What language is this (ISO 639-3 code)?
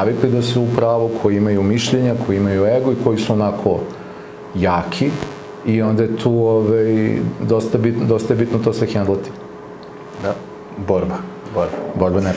srp